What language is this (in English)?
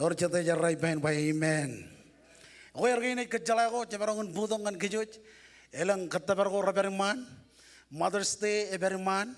Marshallese